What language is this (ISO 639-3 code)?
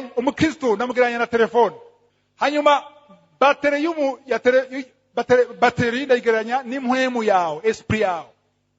run